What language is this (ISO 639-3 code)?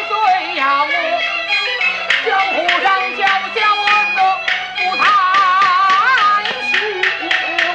zho